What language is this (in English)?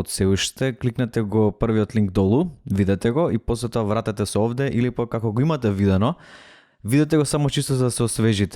Macedonian